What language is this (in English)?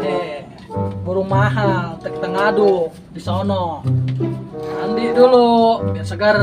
Betawi